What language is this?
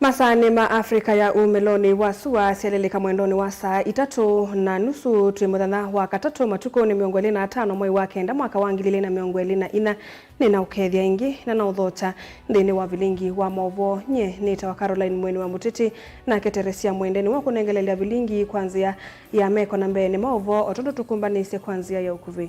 Kamba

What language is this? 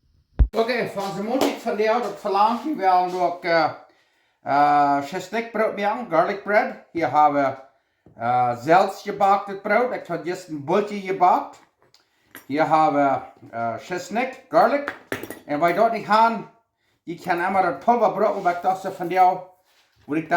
Plautdietsch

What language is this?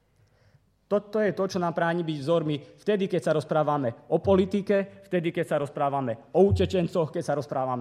Slovak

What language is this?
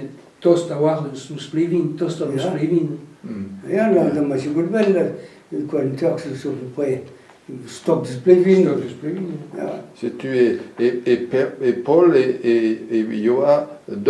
Breton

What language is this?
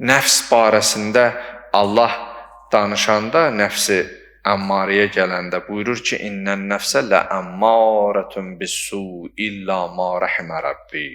Azerbaijani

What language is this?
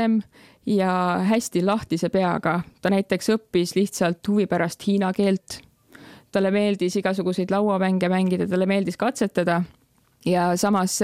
Estonian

